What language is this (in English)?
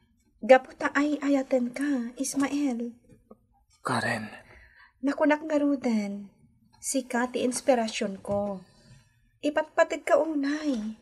Iloko